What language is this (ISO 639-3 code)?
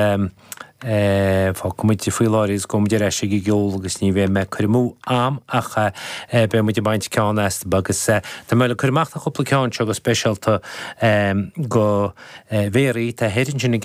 gle